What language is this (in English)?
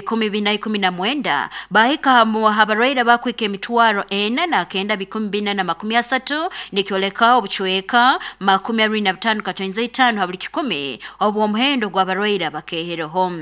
Nyoro